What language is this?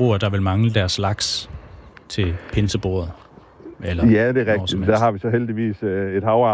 Danish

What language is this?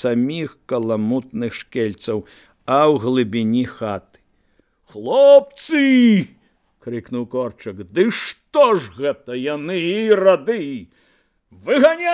Belarusian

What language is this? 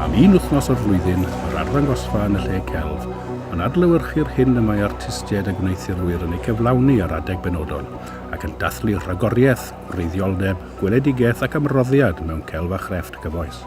Welsh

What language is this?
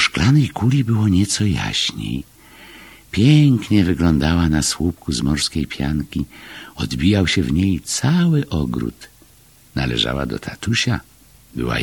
Polish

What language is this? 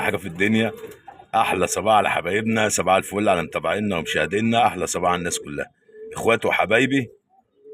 Egyptian Arabic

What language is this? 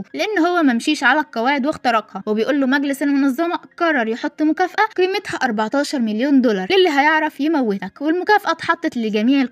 Egyptian Arabic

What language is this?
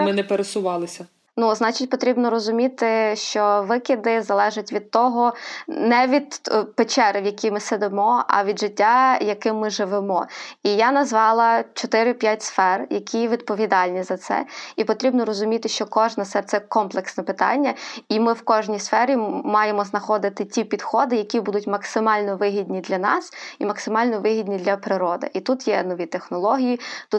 Ukrainian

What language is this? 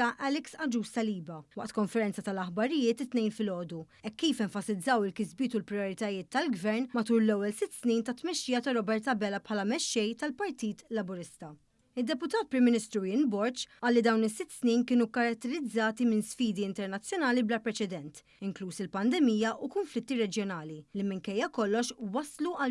Maltese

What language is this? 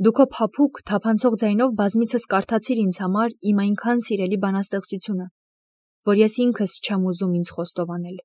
Armenian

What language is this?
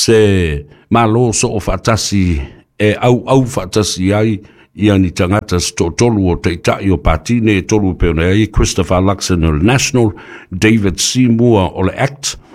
Samoan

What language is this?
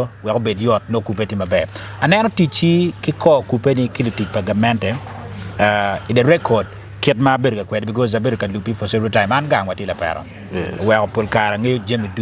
Acoli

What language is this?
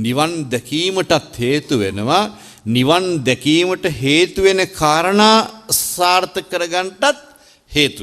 Sinhala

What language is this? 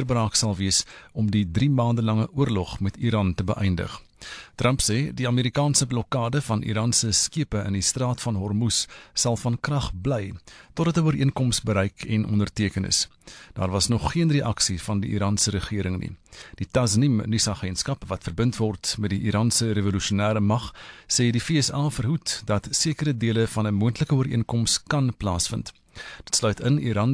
Afrikaans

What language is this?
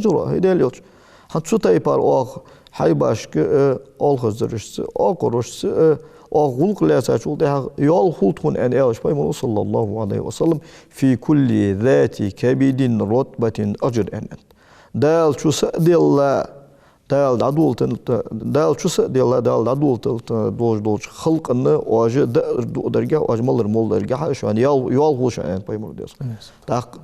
Ingush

